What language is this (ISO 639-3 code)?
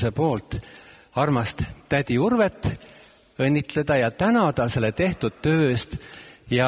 est